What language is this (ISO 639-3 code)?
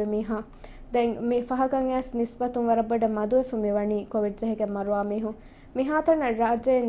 div